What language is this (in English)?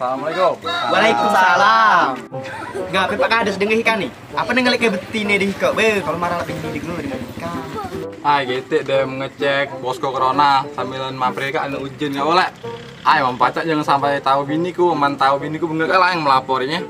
Musi